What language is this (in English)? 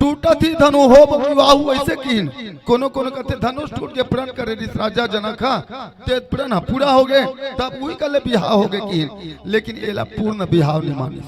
Chhattisgarhi